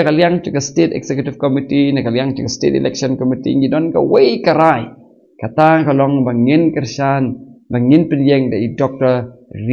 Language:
Khasi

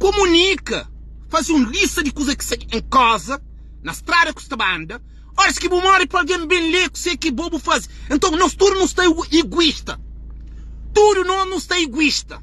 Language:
Kabuverdianu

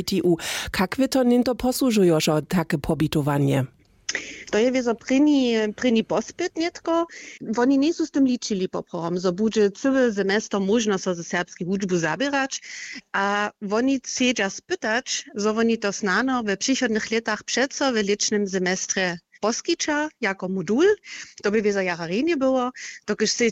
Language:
Upper Sorbian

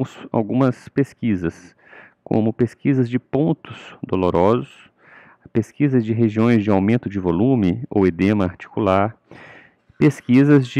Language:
Portuguese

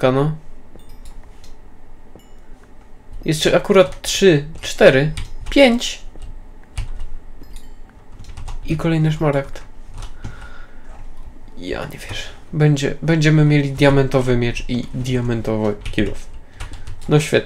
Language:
Polish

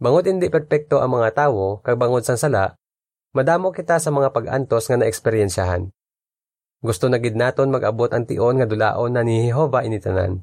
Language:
Hiligaynon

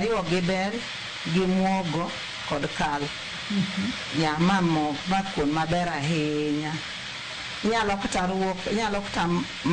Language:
Luo (Kenya and Tanzania)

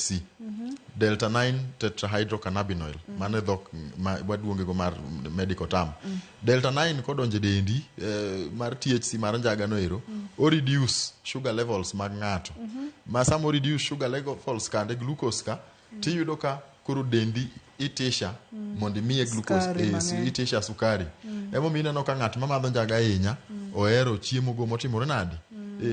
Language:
Luo (Kenya and Tanzania)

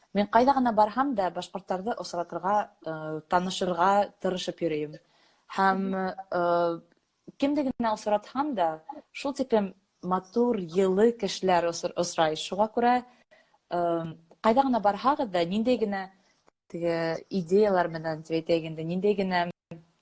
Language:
Bashkir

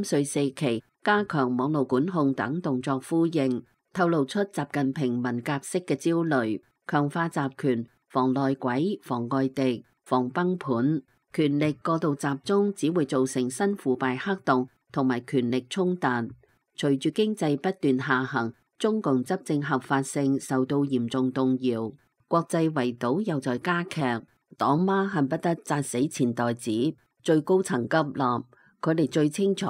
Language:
Cantonese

